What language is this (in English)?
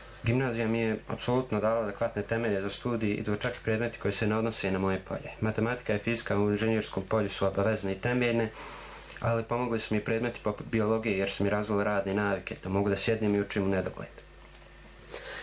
Bosnian